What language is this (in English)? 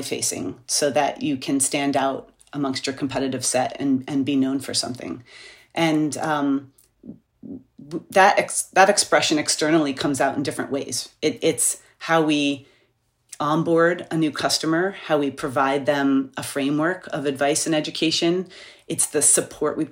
English